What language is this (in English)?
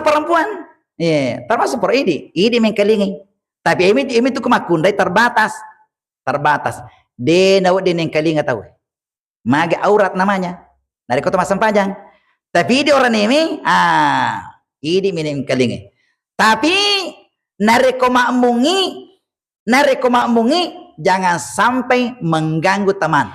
Buginese